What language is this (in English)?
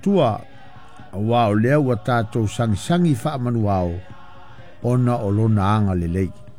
Samoan